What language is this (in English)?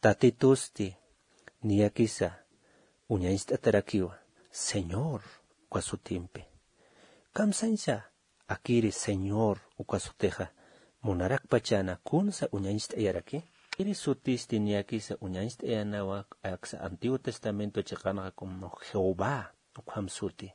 Aymara